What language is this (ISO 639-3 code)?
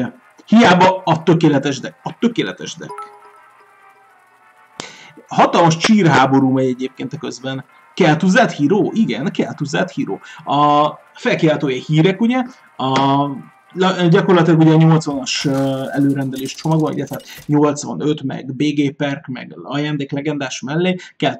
hun